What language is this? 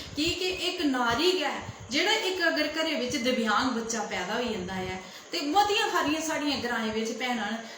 Dogri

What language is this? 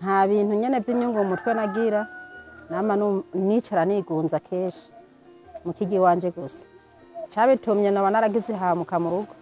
Rundi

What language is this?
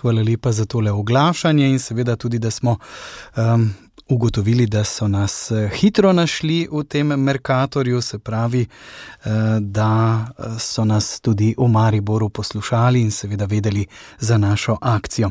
Slovenian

